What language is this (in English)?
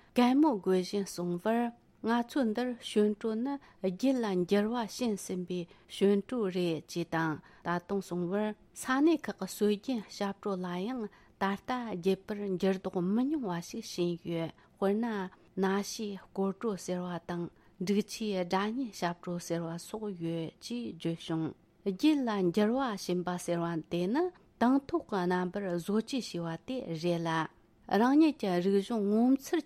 Tibetan